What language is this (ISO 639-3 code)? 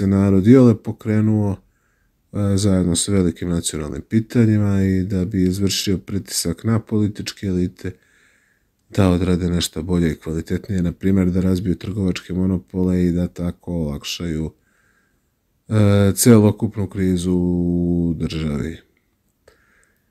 srp